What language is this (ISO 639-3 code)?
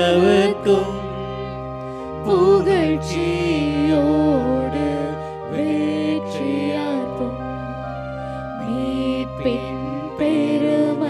tam